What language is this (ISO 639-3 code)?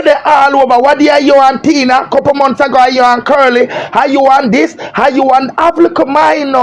jam